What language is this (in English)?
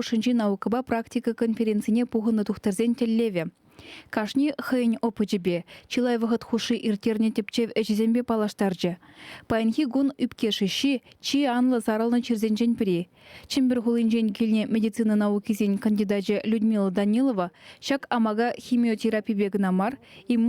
Chuvash